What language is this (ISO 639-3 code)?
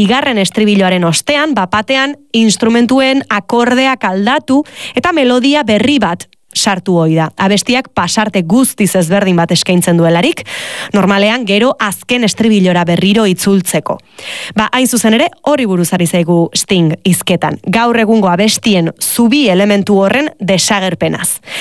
eus